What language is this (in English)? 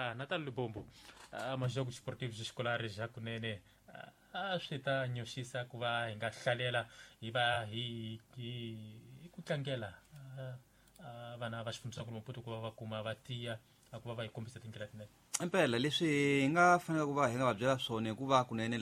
Tsonga